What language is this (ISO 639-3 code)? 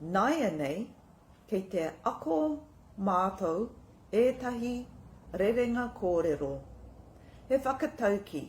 mri